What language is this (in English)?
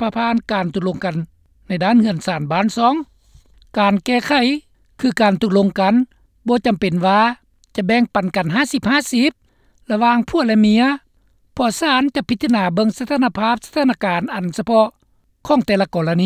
Lao